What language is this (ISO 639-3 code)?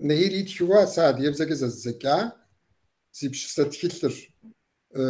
kbd